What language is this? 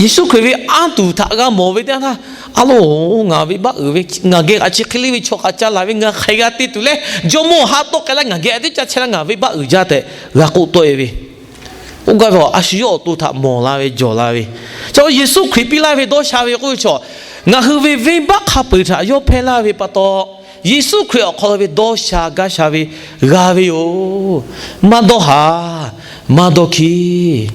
Lahu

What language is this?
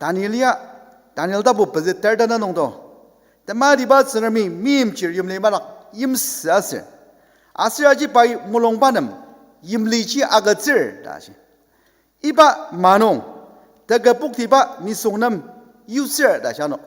Ao Naga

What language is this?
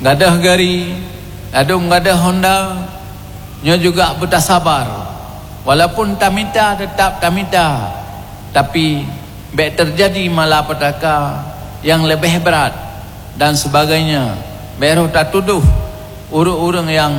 Achinese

